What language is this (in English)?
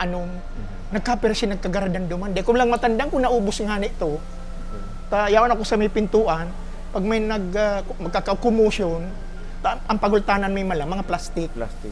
Bikol